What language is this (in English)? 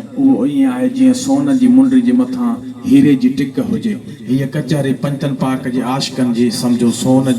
Sindhi